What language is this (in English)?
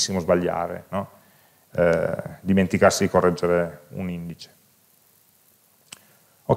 Italian